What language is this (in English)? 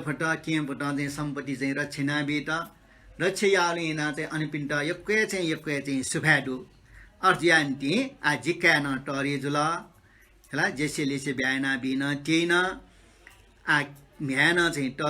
Newari